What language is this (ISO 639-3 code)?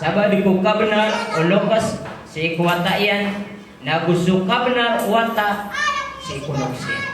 mrw